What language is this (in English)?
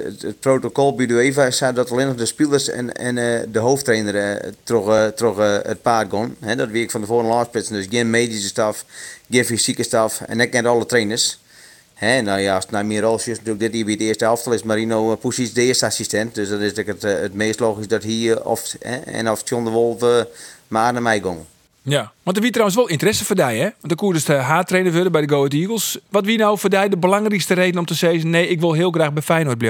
Western Frisian